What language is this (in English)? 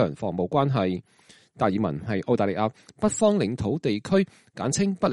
Cantonese